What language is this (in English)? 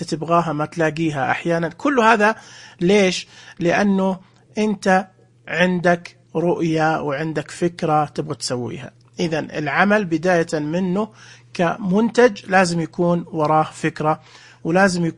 Najdi Arabic